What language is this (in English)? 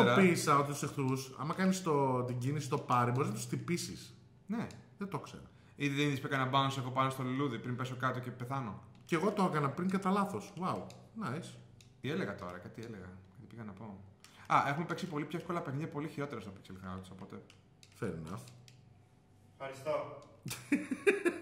Greek